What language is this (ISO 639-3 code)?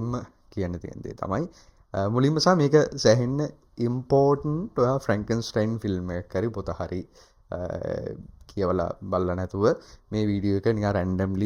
sin